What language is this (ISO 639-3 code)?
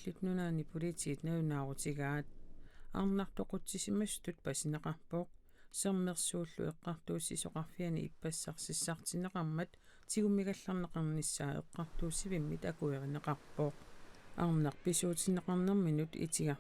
kal